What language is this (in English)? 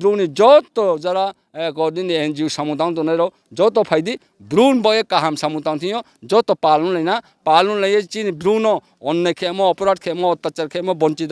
Riang (India)